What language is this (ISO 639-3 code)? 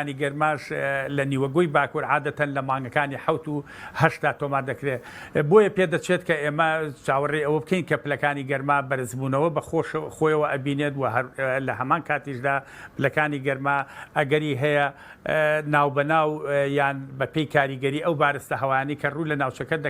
ckb